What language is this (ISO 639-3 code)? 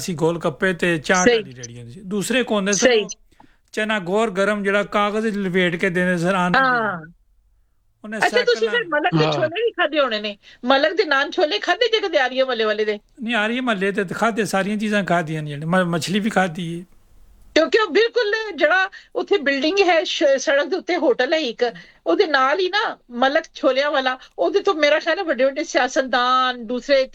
pan